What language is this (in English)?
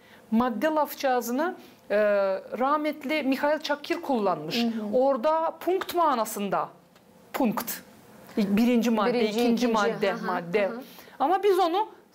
Gagauz